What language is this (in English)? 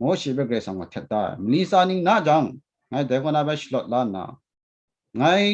Kachin